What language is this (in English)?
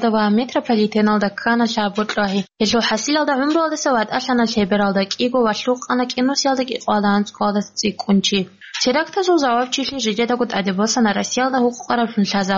Avaric